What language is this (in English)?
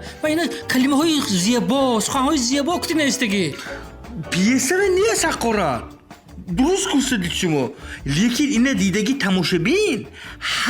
Tajik